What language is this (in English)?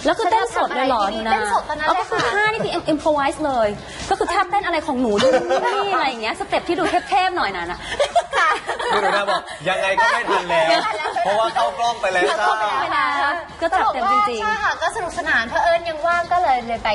Thai